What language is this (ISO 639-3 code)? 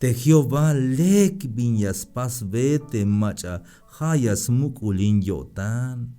tzh